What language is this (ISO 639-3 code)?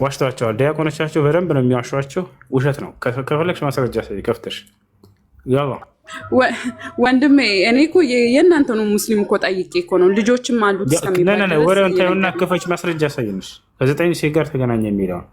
amh